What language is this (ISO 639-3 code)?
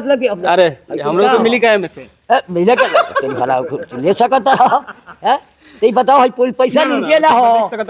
bho